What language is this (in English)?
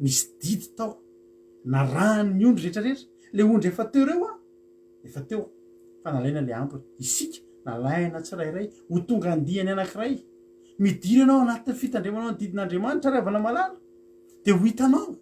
Malagasy